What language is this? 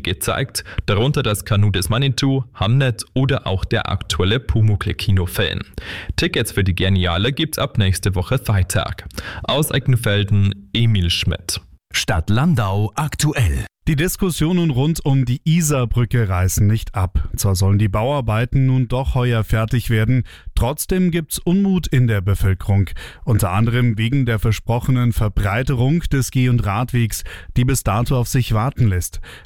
German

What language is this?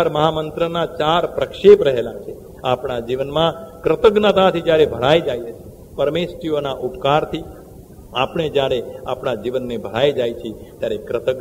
Gujarati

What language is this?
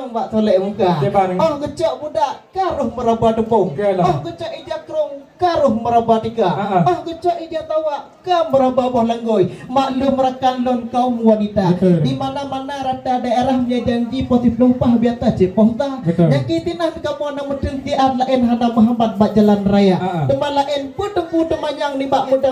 Achinese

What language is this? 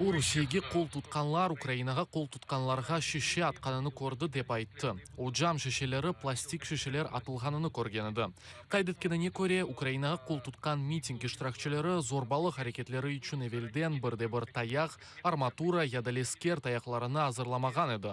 Crimean Tatar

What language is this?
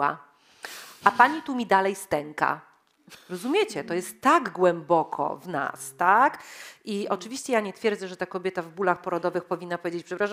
Polish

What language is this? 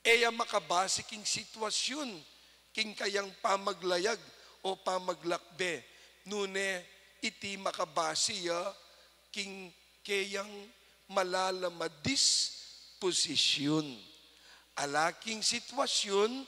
Pampanga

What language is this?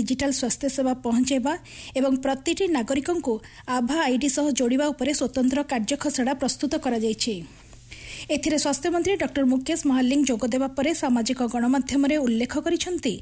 Odia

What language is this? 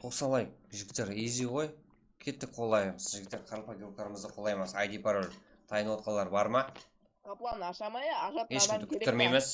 Kara-Kalpak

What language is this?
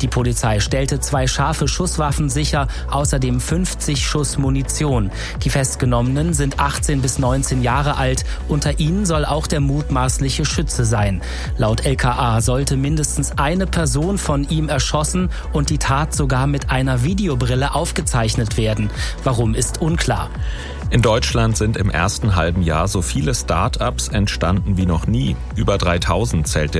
German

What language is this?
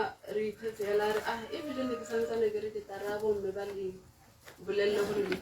Tswana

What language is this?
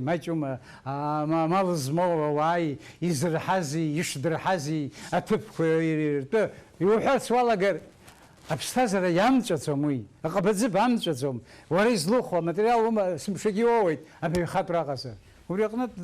Abkhazian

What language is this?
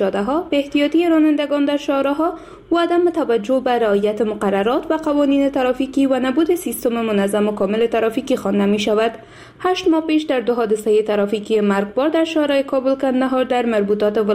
Persian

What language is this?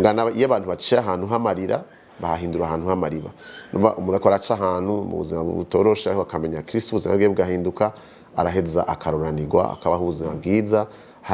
Rundi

